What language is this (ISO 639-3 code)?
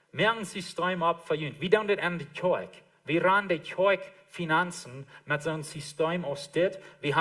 pdt